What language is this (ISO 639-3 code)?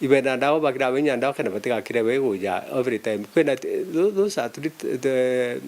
mer